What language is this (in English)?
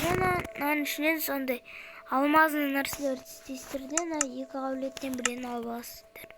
Kazakh